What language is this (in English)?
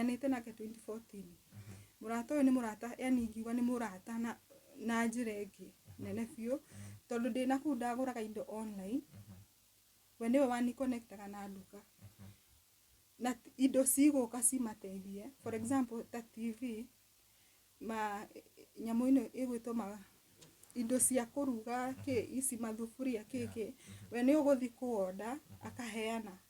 Kikuyu